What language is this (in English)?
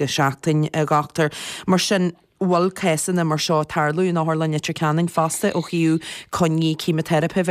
Irish